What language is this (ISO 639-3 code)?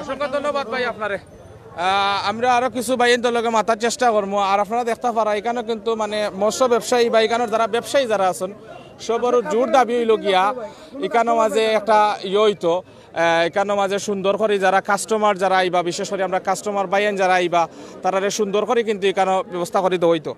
syl